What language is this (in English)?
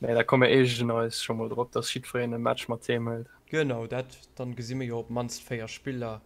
Luxembourgish